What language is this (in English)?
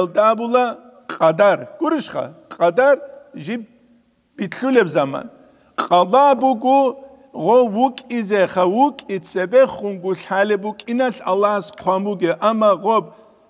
Avaric